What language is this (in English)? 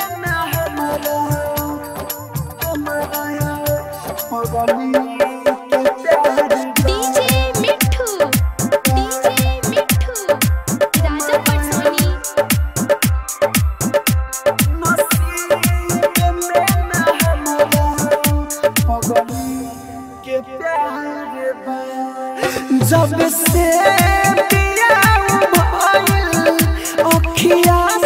Bhojpuri